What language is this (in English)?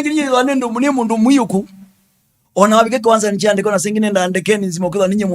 Kamba